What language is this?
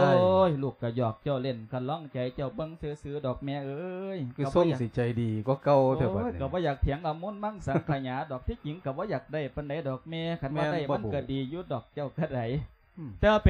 Lao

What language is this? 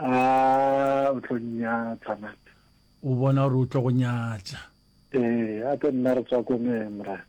Northern Sotho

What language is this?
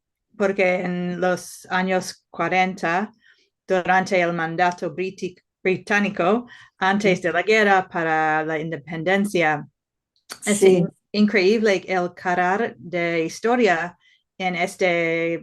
Ladino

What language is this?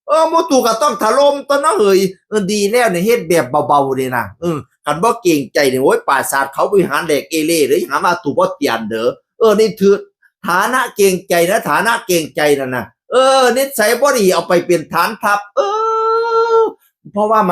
Northeastern Thai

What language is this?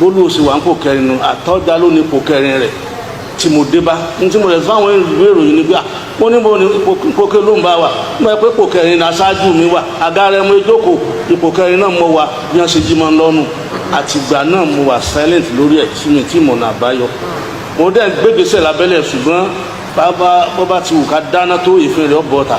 Yoruba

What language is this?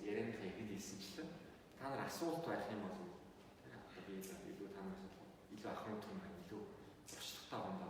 Mongolian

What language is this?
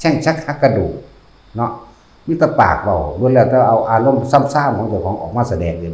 Lao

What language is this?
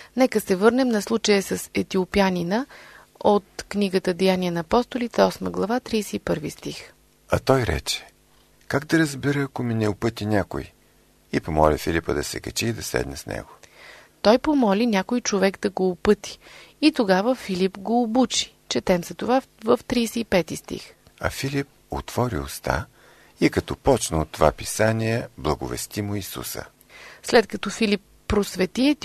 Bulgarian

